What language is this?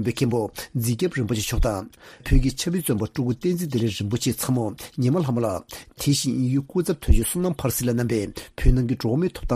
Tibetan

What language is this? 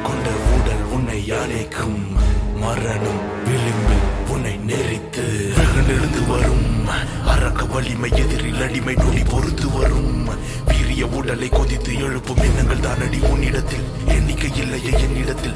Tamil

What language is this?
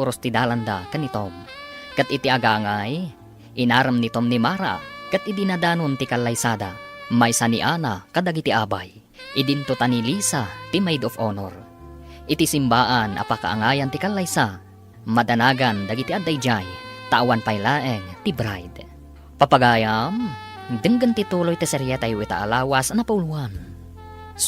Iloko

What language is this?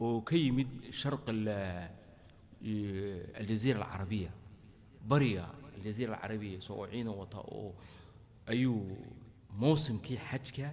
Somali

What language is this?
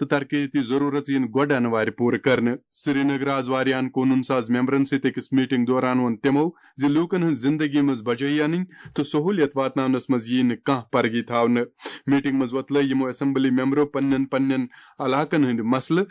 Kashmiri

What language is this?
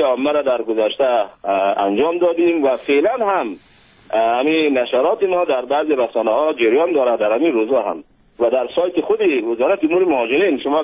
Persian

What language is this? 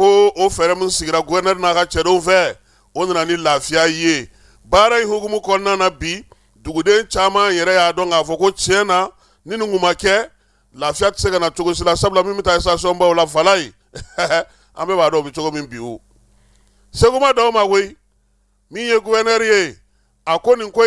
Bambara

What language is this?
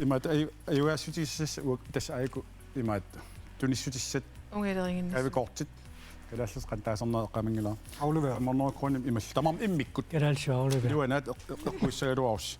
Kalaallisut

